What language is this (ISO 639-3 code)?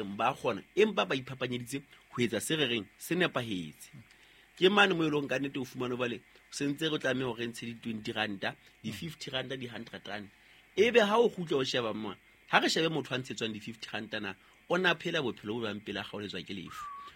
sot